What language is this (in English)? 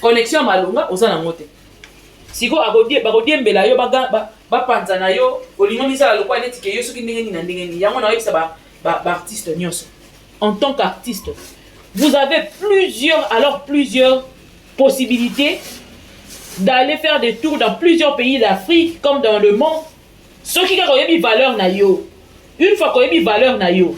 Lingala